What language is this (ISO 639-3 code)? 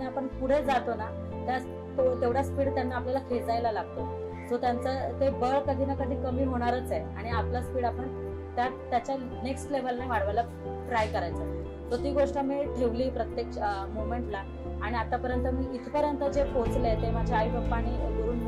mar